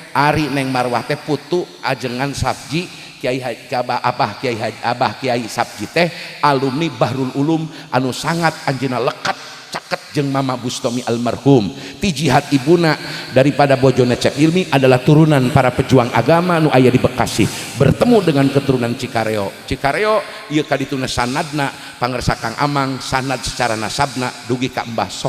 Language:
Sundanese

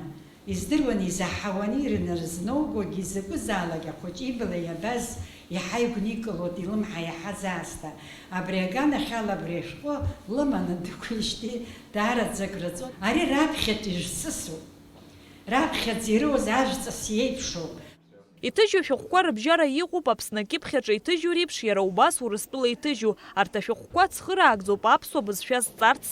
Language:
Abkhazian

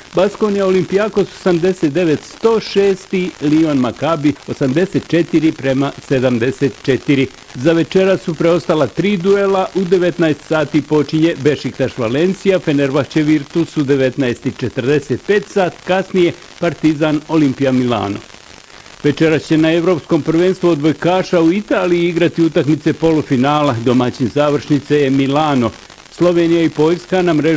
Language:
Bosnian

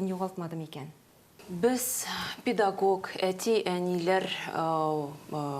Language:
Tatar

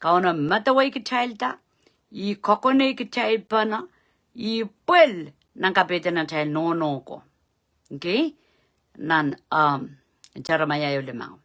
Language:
Pohnpeian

